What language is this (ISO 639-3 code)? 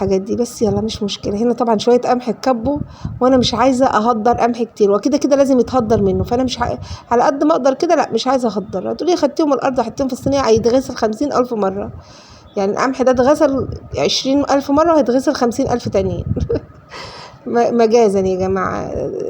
arz